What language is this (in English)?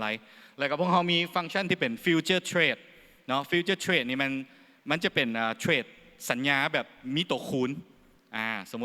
Lao